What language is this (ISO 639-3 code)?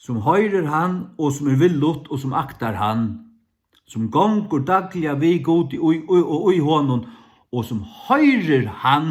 fao